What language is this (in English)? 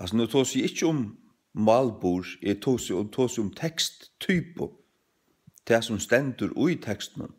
Faroese